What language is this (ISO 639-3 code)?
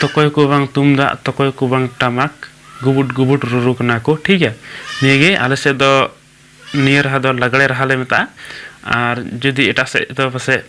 sat